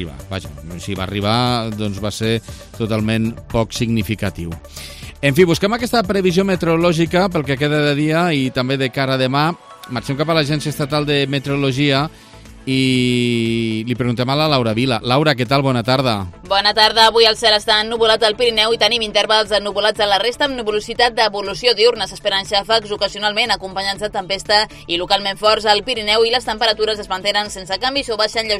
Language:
Catalan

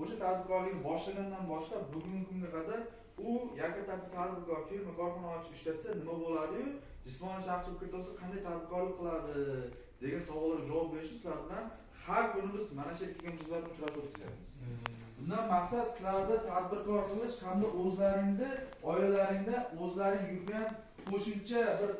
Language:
Uzbek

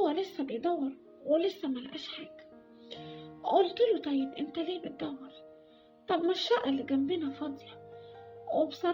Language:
Egyptian Arabic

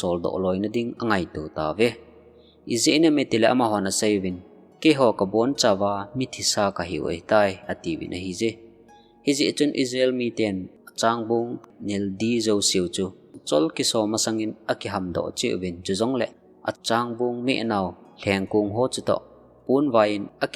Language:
Thado Chin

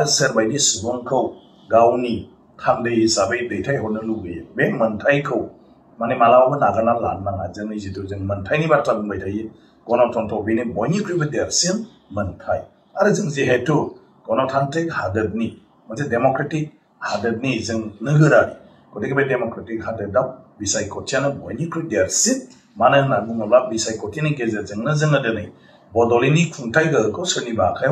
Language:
Bodo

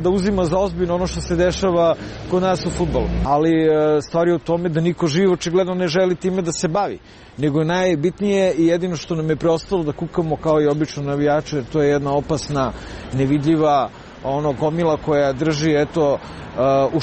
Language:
Serbian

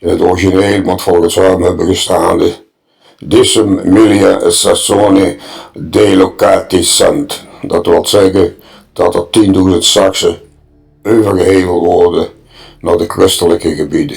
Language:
Limburgish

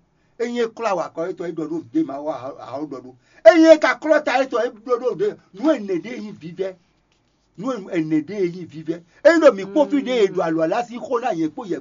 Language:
Fon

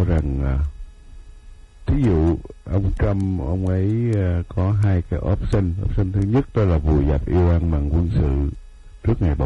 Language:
Vietnamese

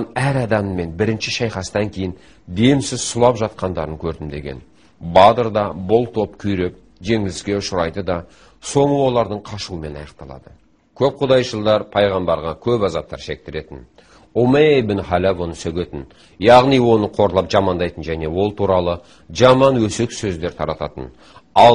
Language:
Kazakh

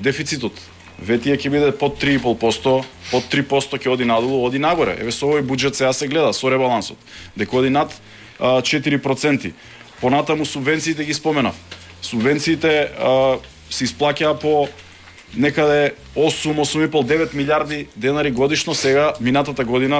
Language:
Macedonian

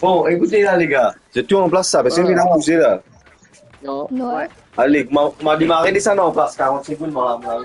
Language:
Morisyen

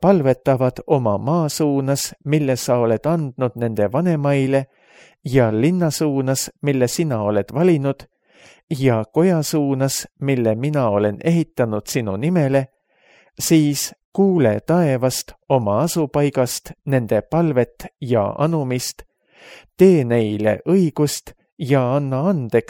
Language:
Estonian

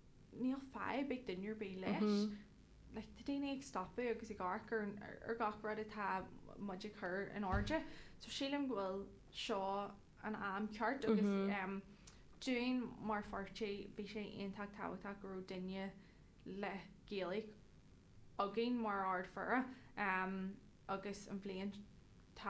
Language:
Irish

